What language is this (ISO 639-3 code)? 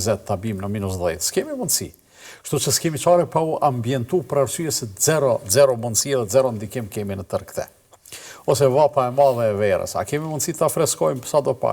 sqi